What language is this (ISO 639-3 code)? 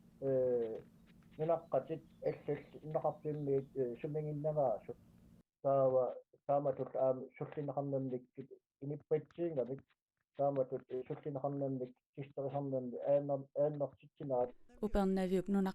kal